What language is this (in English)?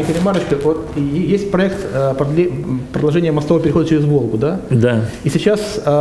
Russian